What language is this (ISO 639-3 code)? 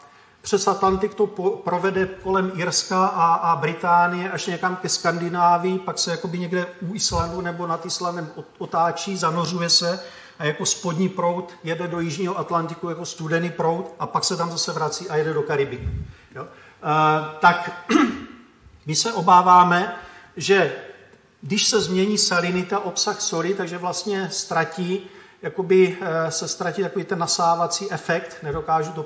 ces